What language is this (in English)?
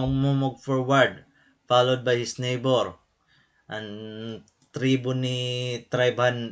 Waray